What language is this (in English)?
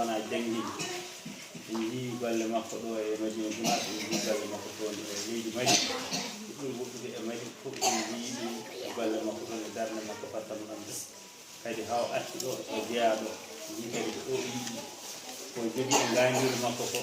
Fula